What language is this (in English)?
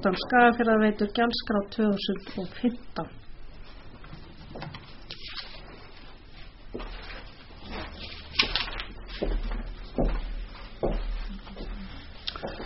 Icelandic